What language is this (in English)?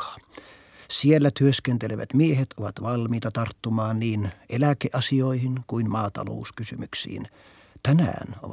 Finnish